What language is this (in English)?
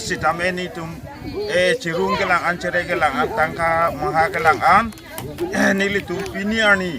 Karbi